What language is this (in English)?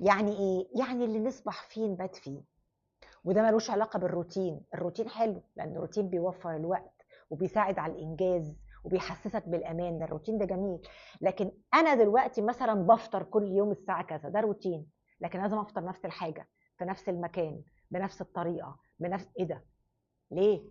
Egyptian Arabic